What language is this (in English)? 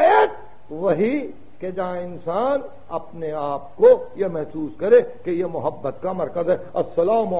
Urdu